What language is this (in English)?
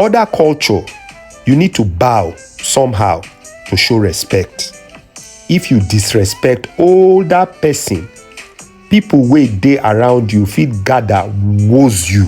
Nigerian Pidgin